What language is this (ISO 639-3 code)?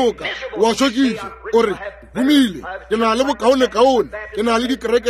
nso